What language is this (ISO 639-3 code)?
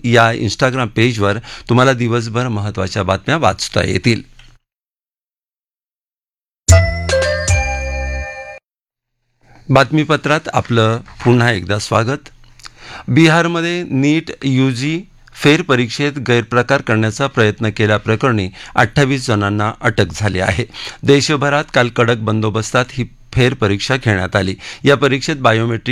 mar